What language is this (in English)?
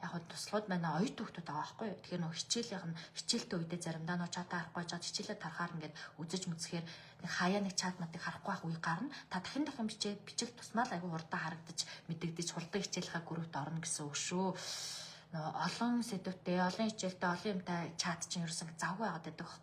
Mongolian